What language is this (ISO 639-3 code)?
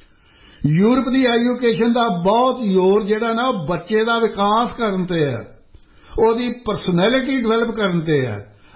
pan